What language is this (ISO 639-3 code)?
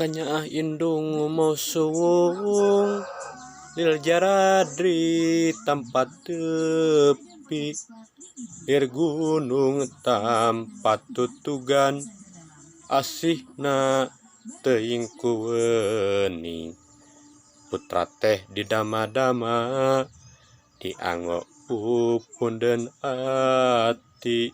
sun